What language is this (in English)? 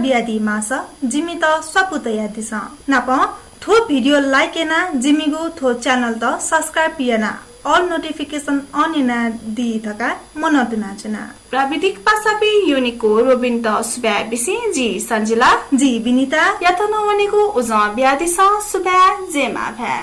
Newari